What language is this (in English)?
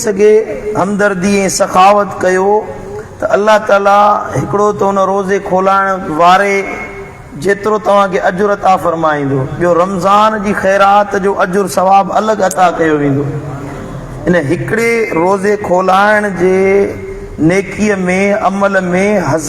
Sindhi